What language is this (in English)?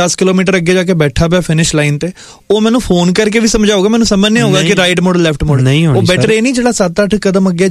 Punjabi